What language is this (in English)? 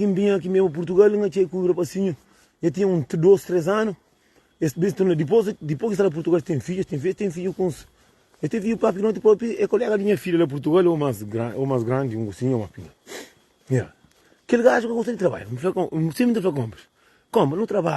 Kabuverdianu